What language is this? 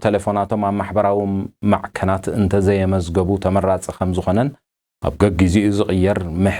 Tigrinya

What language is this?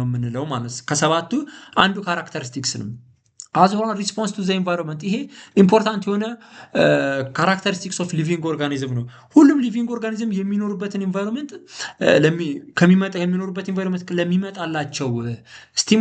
Amharic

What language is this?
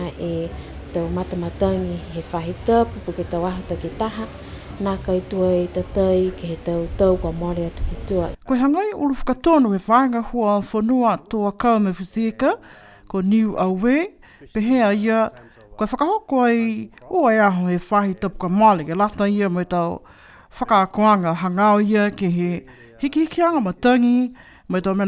Niuean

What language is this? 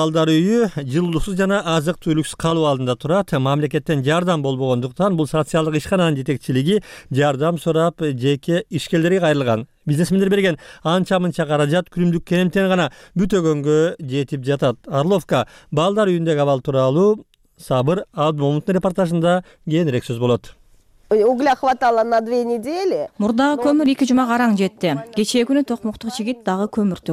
Kyrgyz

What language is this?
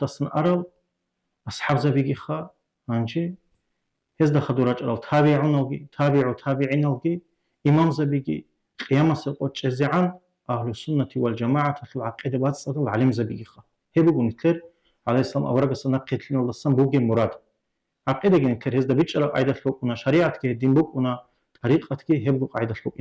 Avaric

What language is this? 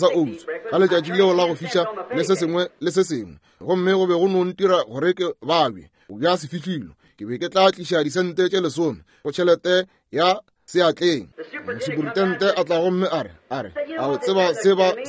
Northern Sotho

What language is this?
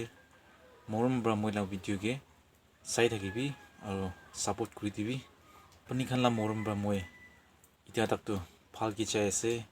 Naga Pidgin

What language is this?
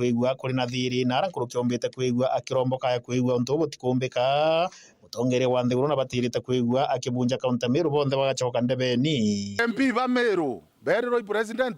Meru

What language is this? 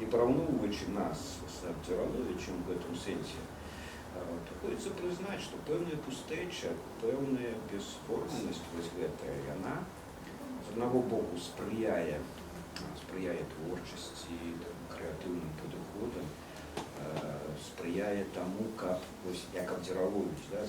Belarusian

